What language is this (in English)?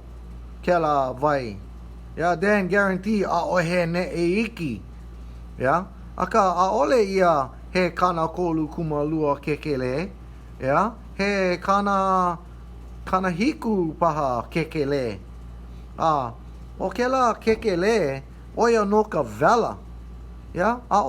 Hawaiian